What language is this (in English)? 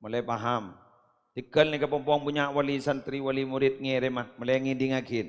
Madurese